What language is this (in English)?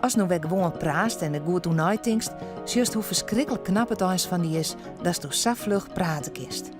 Western Frisian